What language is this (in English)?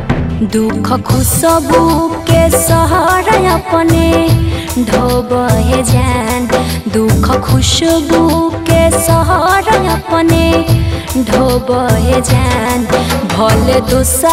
Bhojpuri